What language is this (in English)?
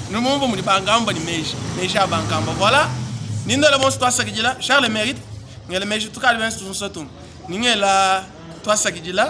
Luba-Lulua